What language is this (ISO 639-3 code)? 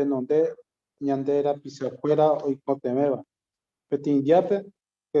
grn